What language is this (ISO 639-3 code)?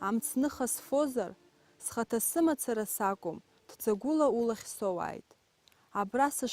abk